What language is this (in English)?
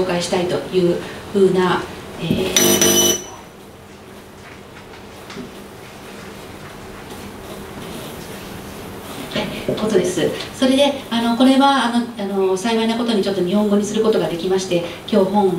Japanese